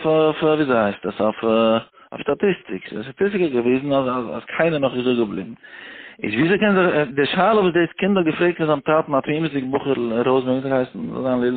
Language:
Yiddish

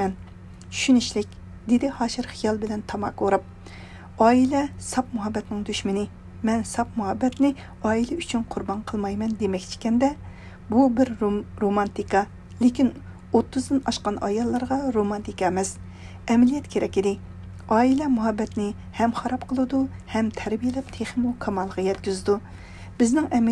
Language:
Uyghur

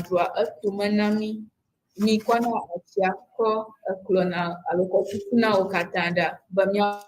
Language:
Ewe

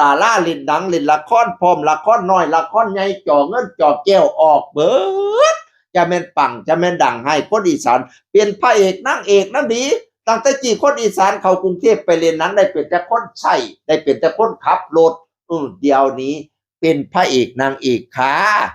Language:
Northeastern Thai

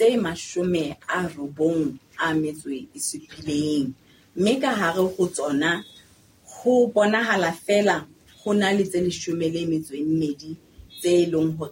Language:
Southern Sotho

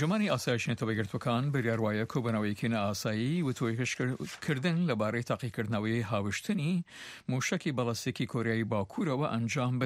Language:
Kurdish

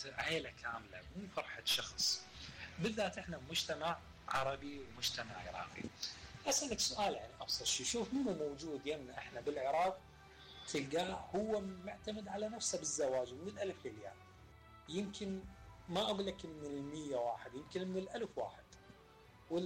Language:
Mesopotamian Arabic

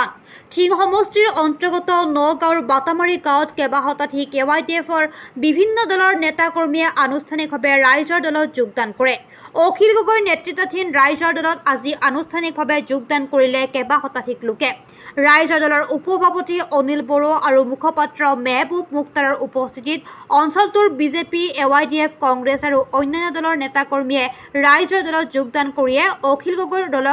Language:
Assamese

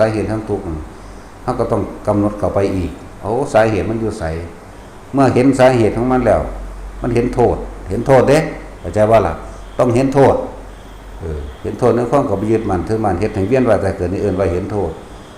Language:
Northeastern Thai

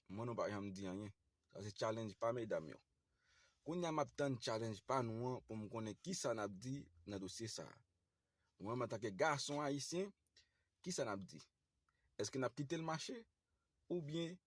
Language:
Haitian Creole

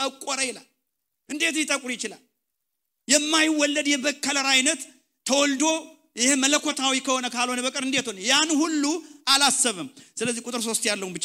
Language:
Amharic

